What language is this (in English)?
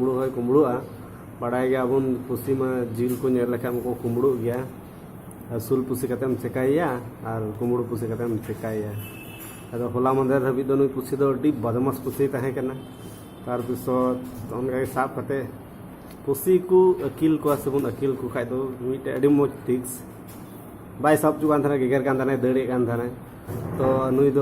Santali